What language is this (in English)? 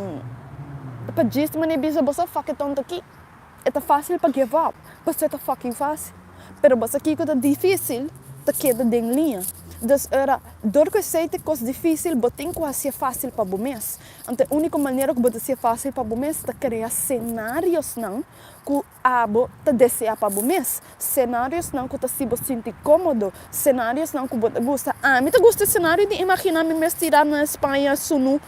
Papiamento